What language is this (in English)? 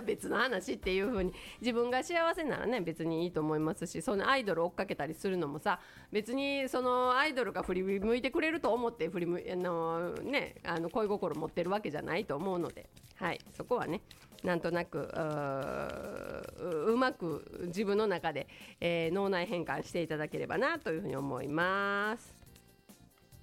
Japanese